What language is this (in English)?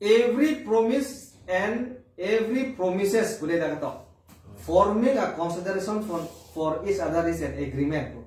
Karbi